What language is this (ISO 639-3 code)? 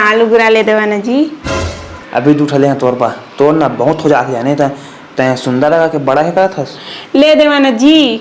hne